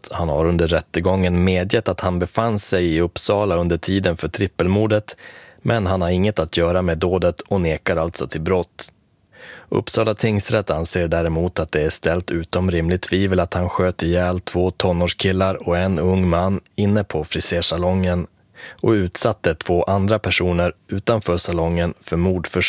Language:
Swedish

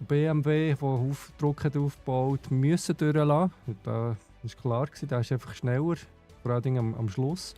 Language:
Swiss German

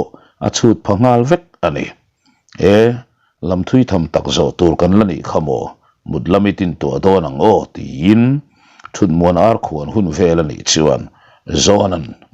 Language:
Mizo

